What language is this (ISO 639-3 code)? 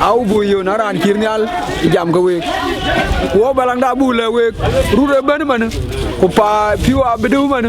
din